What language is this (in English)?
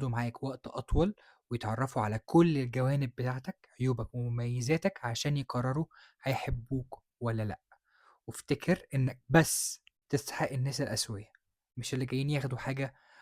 Egyptian Arabic